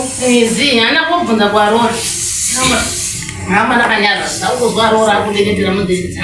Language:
Shona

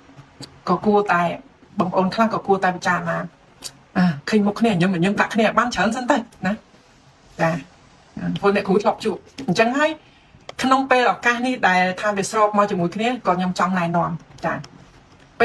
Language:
Khmer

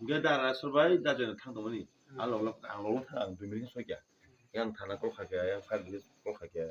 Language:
Kok Borok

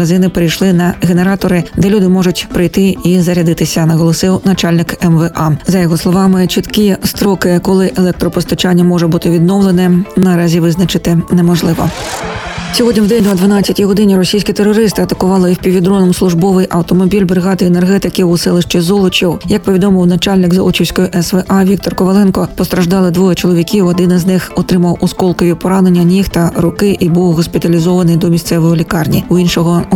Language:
Ukrainian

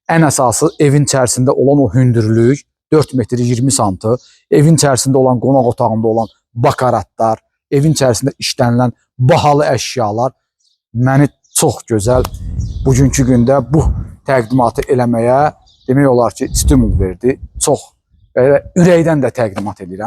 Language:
Azerbaijani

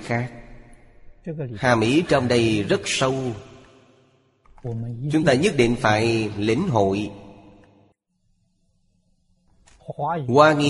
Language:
Vietnamese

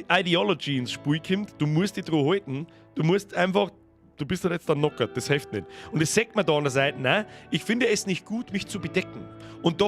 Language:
Bavarian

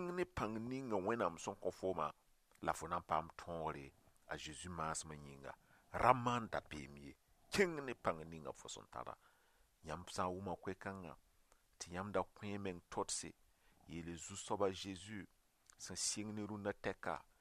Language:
Mossi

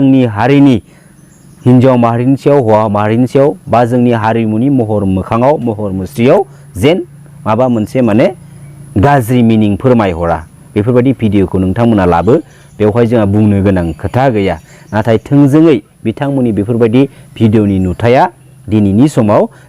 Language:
Bodo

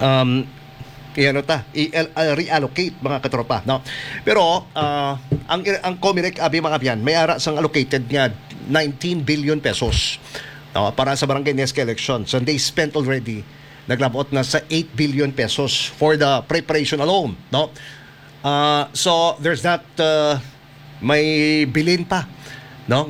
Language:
Hiligaynon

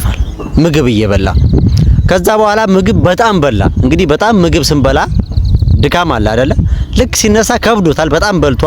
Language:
Amharic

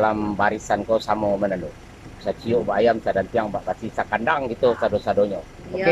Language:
Minangkabau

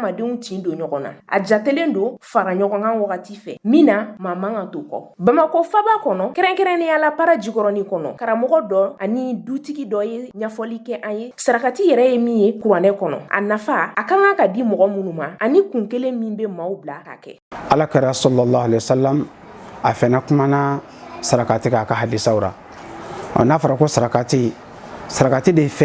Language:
Bambara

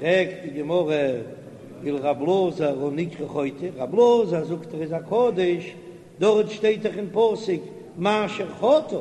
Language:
Yiddish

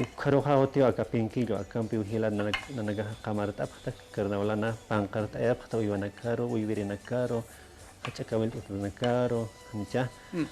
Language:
Aymara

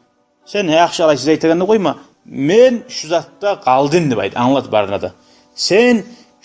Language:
Kumyk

